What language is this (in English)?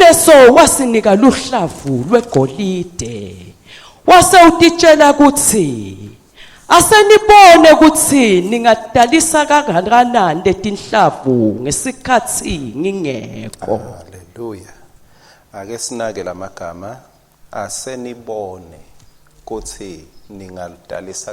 Swati